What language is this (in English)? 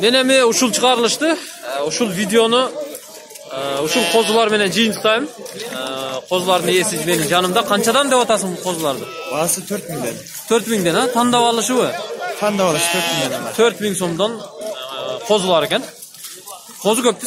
Kyrgyz